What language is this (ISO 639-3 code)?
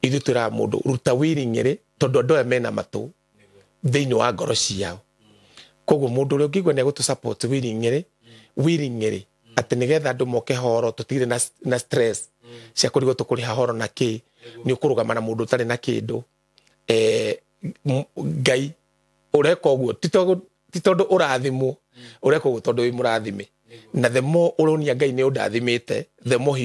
kik